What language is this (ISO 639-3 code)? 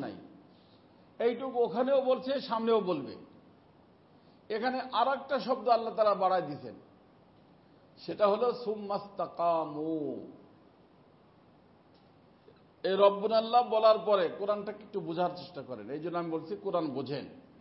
ben